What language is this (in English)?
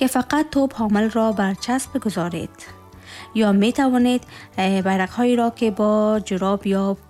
Tajik